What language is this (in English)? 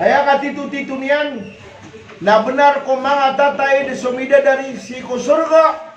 Maranao